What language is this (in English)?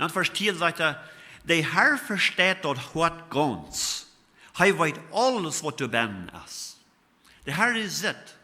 Plautdietsch